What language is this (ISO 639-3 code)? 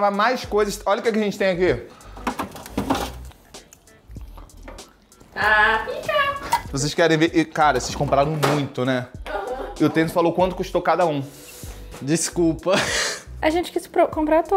por